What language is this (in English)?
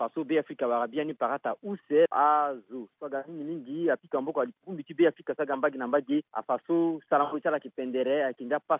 Sango